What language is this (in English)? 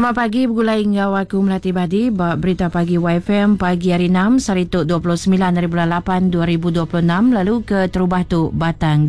Malay